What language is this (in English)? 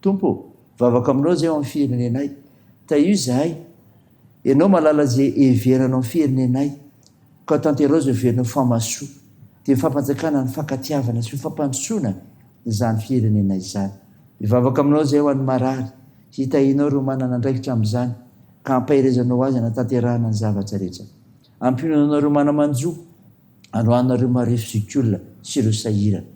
Malagasy